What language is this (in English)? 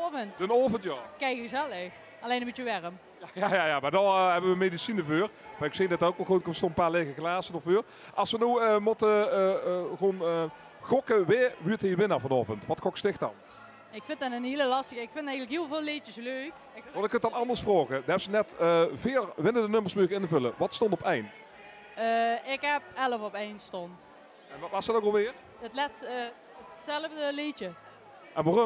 Limburgish